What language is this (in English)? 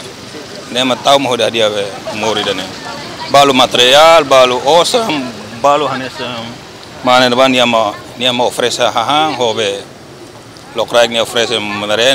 Tetum